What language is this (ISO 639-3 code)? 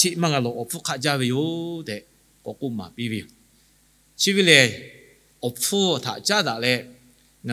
lhu